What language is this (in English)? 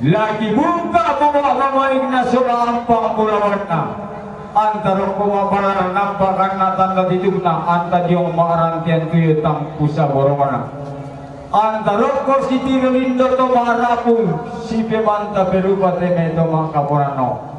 Toraja-Sa'dan